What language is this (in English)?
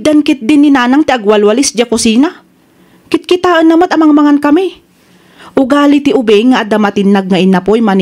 Iloko